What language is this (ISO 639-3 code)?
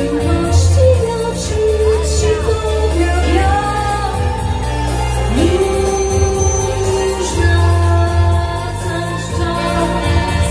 pol